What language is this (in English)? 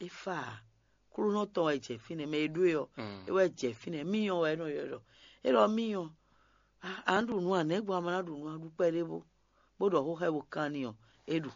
Fon